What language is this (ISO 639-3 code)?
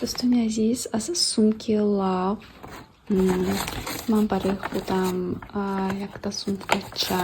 tgk